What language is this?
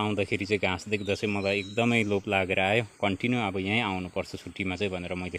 Nepali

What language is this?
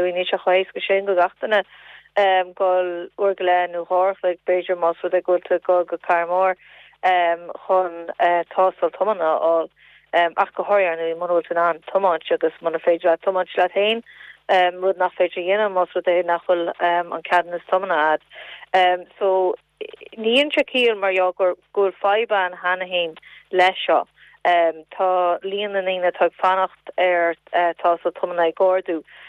Irish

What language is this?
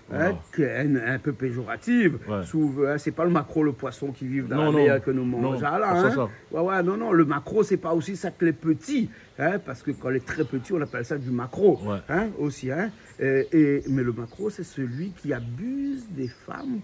Réunion Creole French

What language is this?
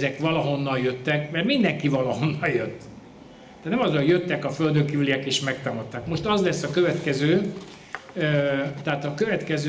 Hungarian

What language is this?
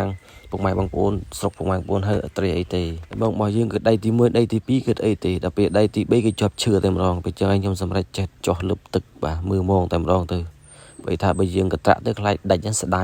Khmer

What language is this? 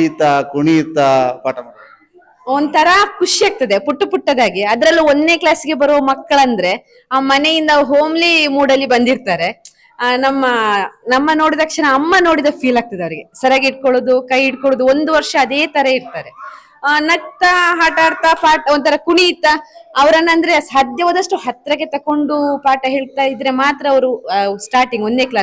Kannada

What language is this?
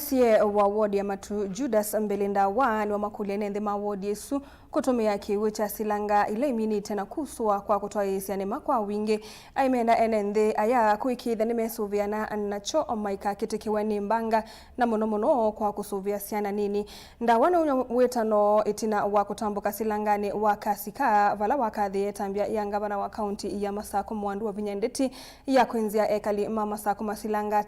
Kamba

